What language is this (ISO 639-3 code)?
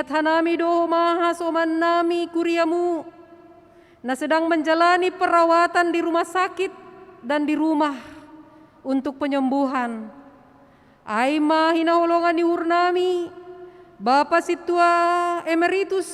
bts